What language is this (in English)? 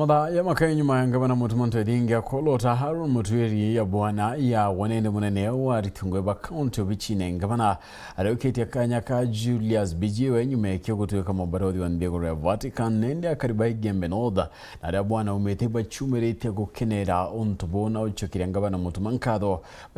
Meru